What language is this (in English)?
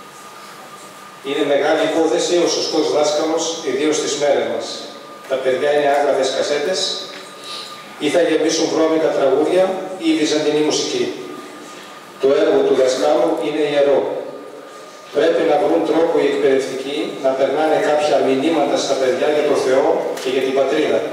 Greek